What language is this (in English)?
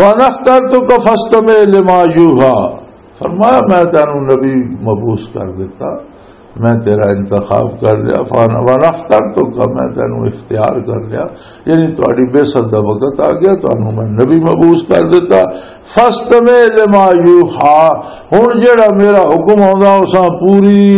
Western Panjabi